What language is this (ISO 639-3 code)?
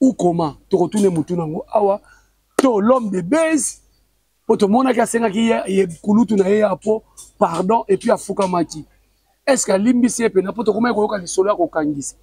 lin